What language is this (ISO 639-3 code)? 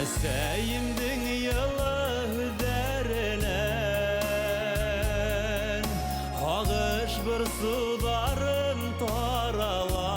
bak